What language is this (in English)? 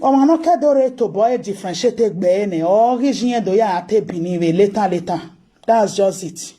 Nigerian Pidgin